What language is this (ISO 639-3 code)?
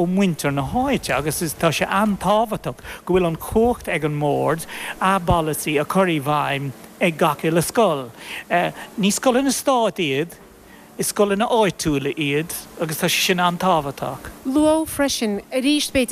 gle